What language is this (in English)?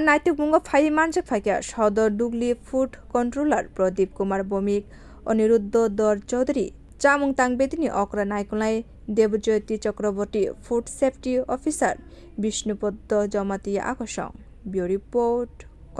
Kok Borok